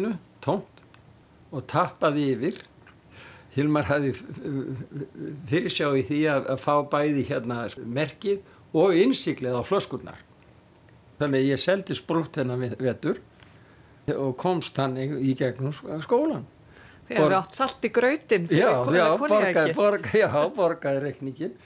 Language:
Icelandic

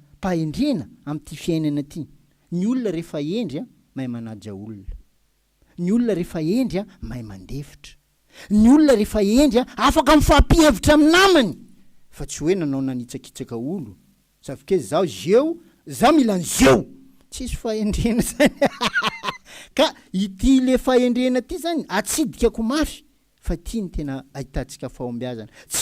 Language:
Malagasy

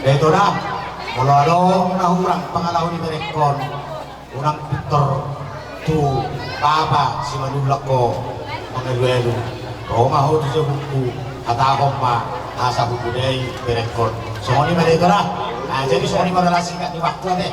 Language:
Batak Toba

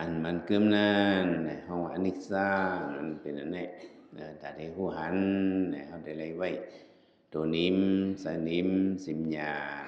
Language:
Shan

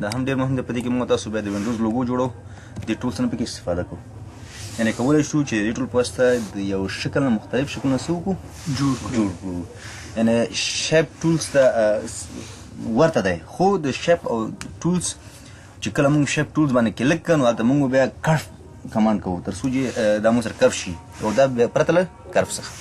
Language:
Pashto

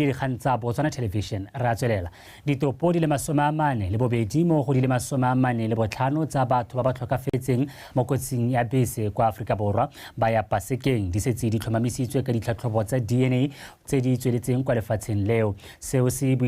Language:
Tswana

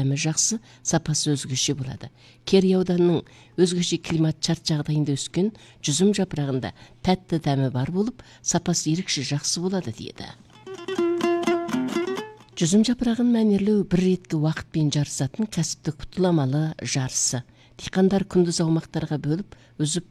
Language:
Kazakh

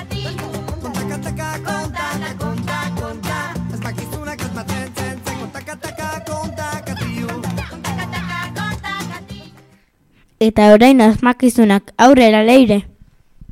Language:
Basque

